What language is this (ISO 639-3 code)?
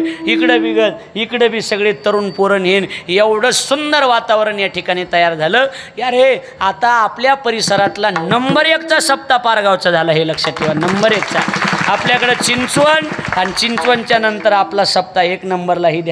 mar